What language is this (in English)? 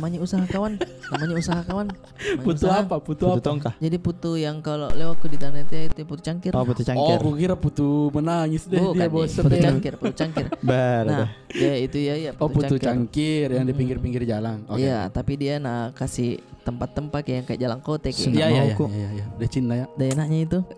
Makassar Malay